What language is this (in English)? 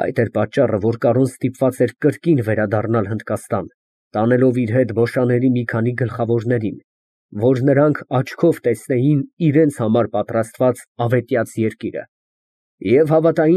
Armenian